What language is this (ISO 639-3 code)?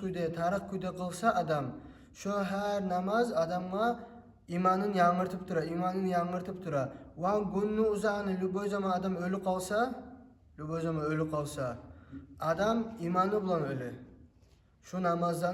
kum